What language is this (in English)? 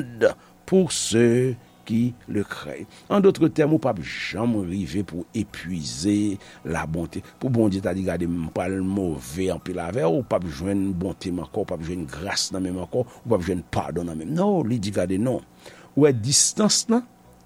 Haitian Creole